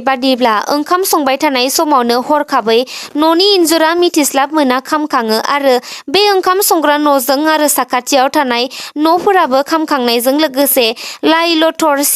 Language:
Bodo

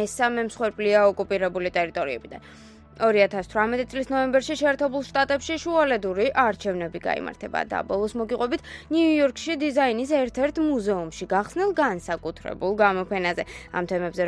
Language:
Georgian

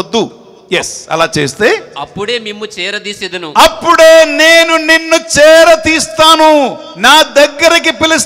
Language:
Telugu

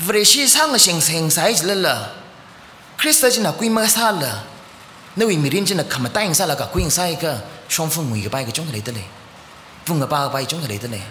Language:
Tangkhul Naga (India)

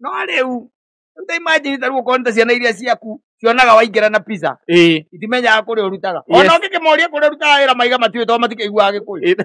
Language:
Kikuyu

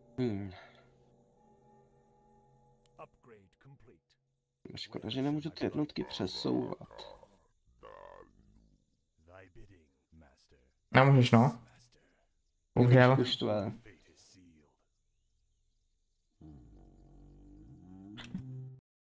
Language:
Czech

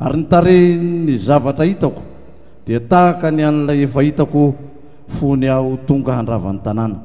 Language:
Malagasy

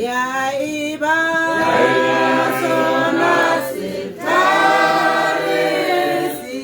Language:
Tswana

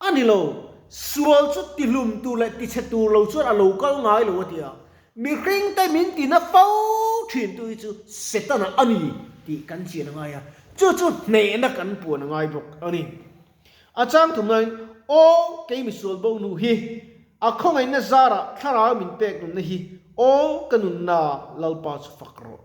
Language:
Mizo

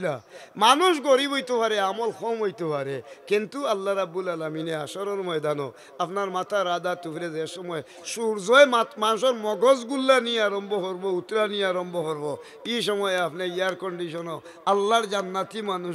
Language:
Sylheti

